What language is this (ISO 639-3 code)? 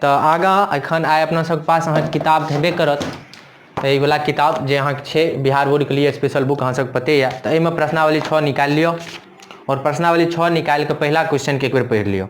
mai